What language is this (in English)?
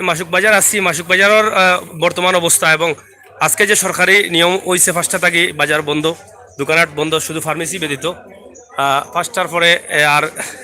Sylheti